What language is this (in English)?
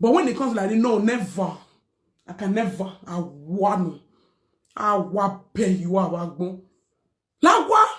Nigerian Pidgin